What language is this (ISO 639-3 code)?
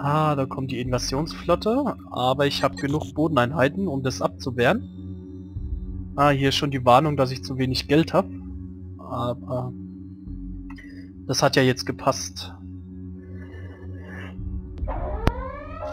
deu